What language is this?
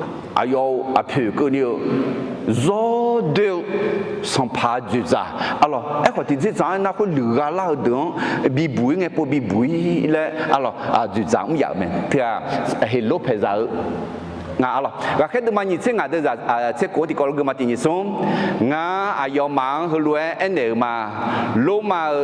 Akha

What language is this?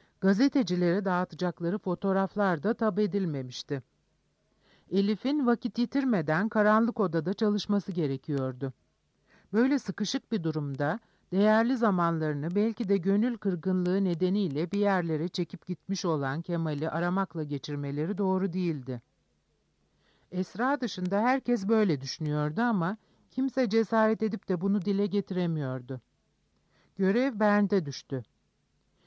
Turkish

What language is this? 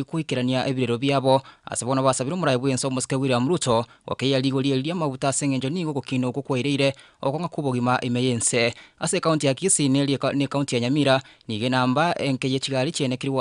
Gusii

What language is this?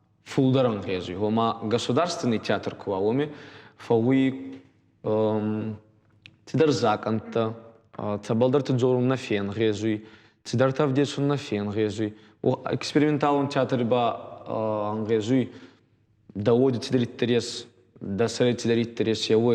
Ossetic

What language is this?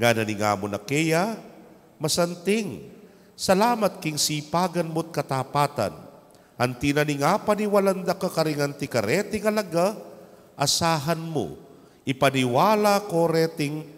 Pampanga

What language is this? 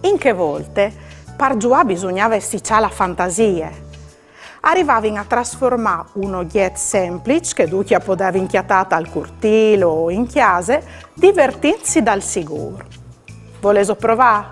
Friulian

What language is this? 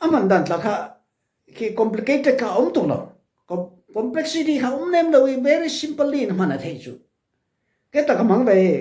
Falam Chin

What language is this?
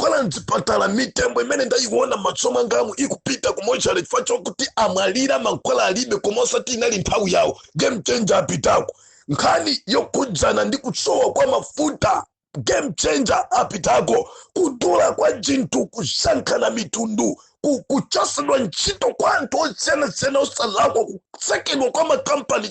Nyanja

